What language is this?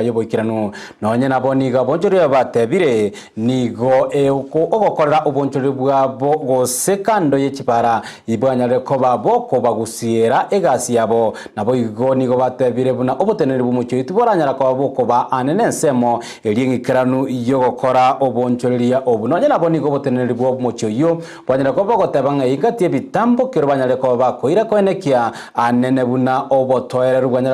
Gusii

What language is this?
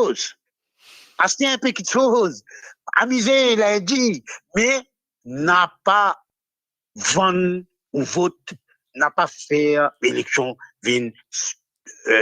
Morisyen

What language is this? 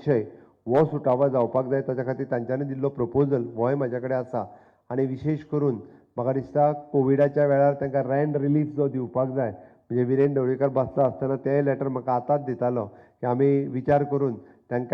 Konkani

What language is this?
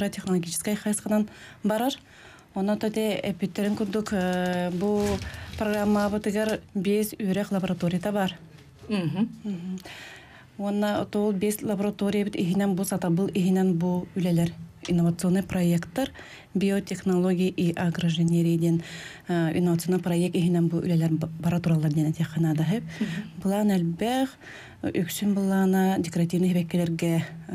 Yakut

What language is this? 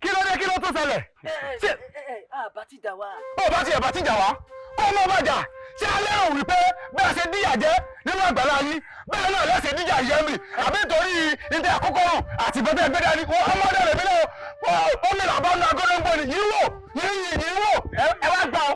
Yoruba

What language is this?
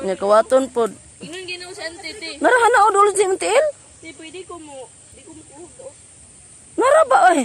Cebuano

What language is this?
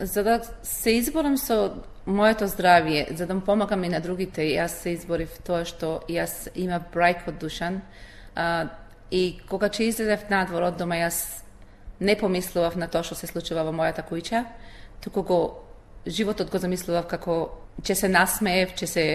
Macedonian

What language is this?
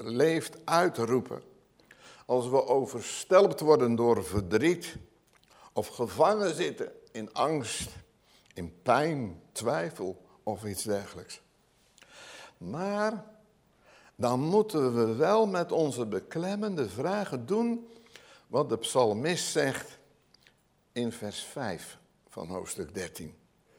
Dutch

